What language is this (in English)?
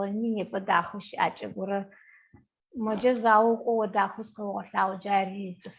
Adyghe